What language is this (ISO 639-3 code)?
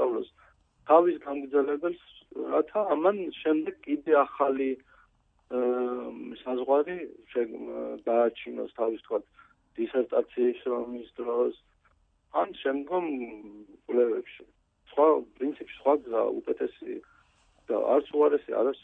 kat